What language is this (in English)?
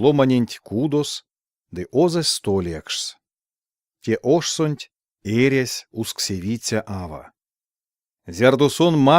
Erzya